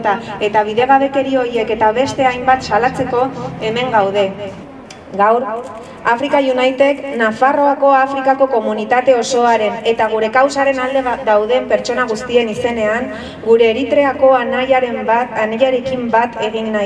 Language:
Basque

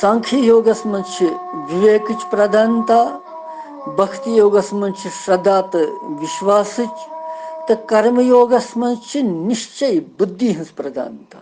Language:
Kashmiri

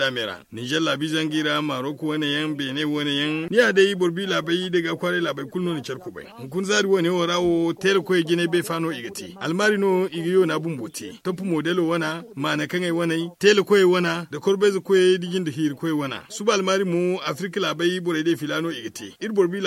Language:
Zarma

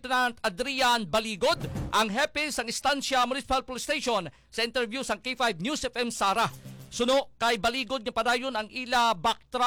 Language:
Hiligaynon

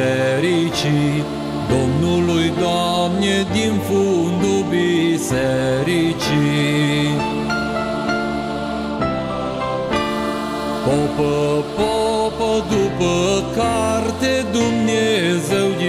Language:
Romanian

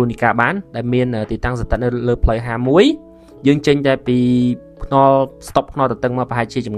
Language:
Khmer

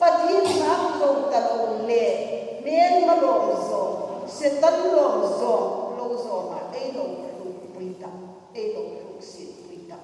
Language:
Hmar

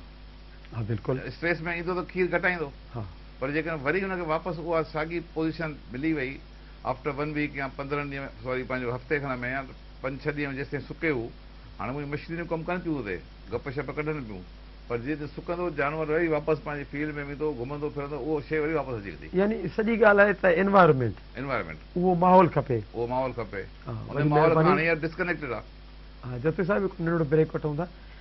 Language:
Sindhi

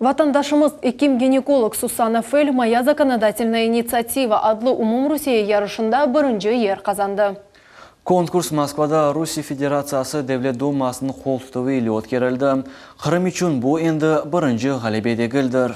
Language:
Crimean Tatar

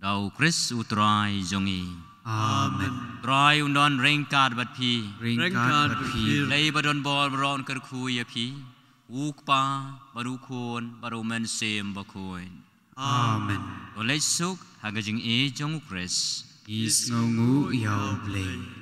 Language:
Khasi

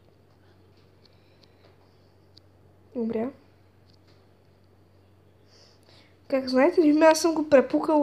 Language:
Bulgarian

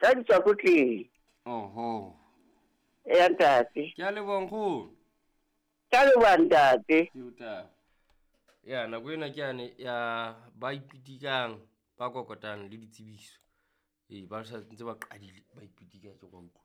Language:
Southern Sotho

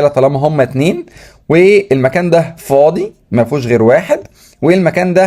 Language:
Egyptian Arabic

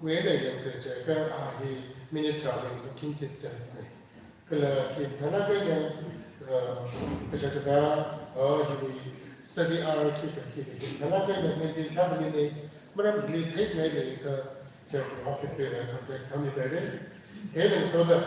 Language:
Tangkhul Naga (India)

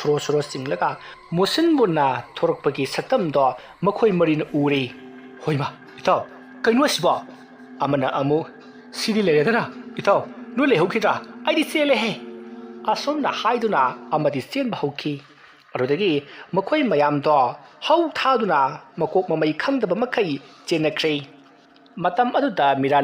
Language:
Manipuri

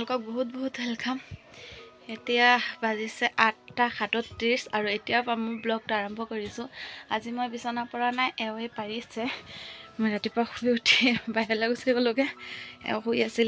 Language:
Assamese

